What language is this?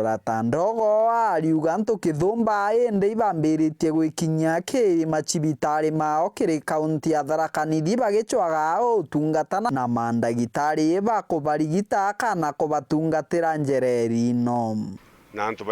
Meru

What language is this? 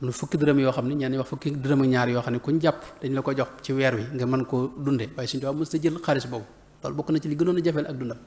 Wolof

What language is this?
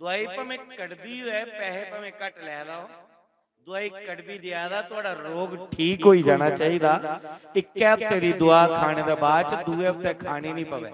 Dogri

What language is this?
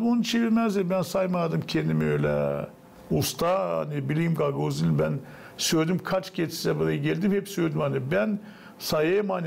Gagauz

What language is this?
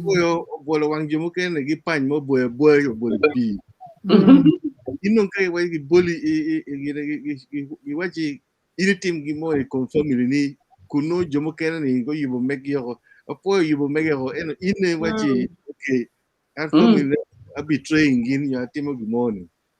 Acoli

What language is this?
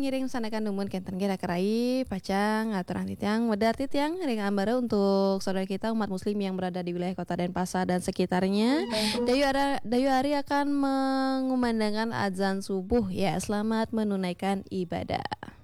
Balinese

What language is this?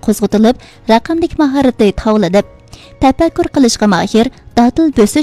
Uyghur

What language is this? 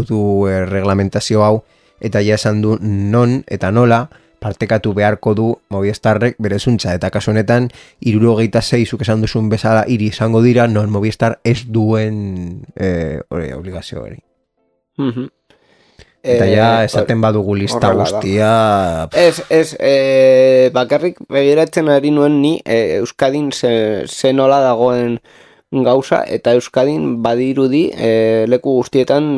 Basque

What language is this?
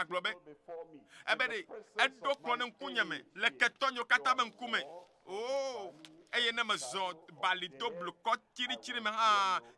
Ewe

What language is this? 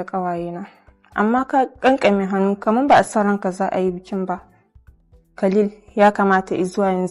Hausa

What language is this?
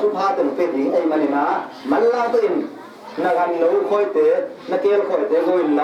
Tedim Chin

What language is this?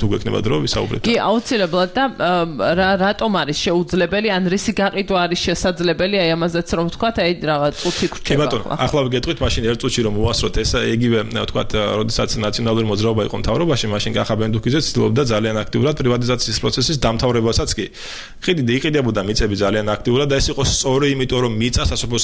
Georgian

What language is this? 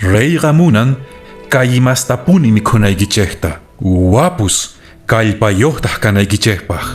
Quechua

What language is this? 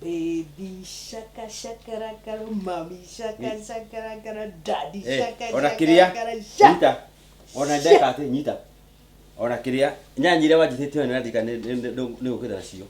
Kikuyu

